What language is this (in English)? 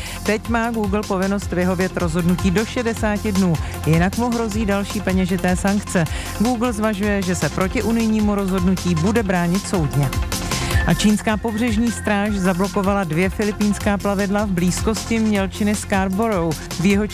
Czech